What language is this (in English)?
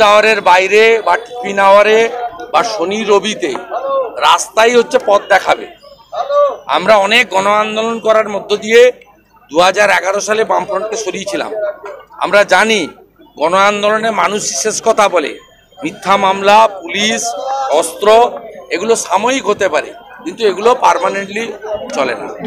Bangla